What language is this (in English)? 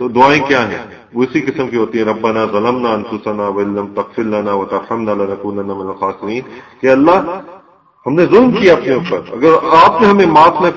Urdu